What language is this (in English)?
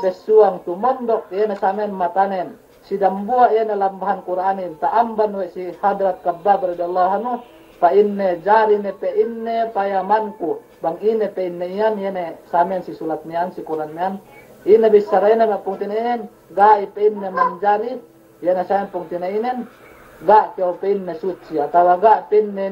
Yakan